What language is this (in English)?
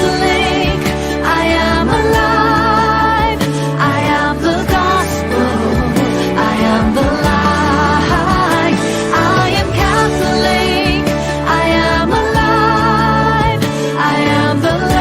Pampanga